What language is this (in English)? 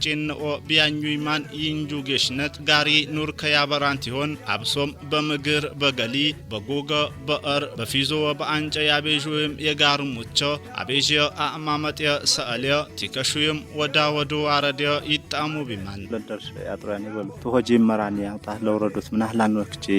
Amharic